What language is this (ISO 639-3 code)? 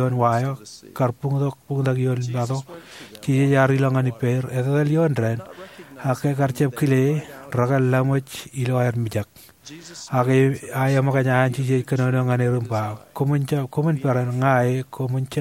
mah